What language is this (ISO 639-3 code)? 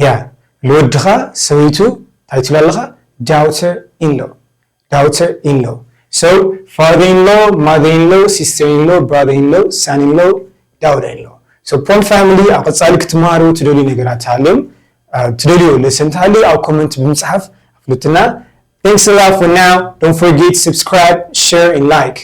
tir